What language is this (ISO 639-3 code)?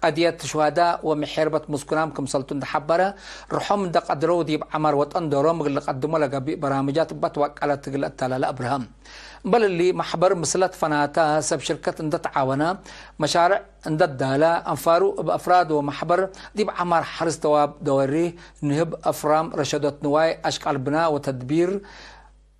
tig